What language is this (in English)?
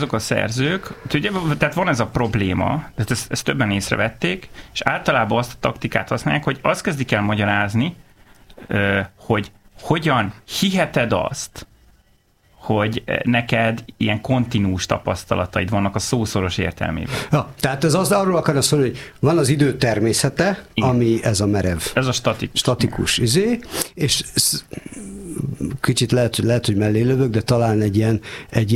Hungarian